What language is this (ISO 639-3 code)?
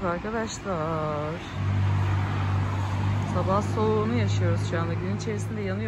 tur